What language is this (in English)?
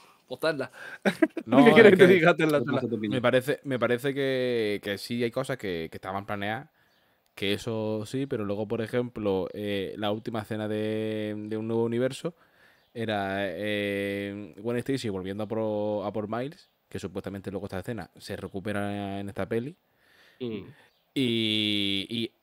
Spanish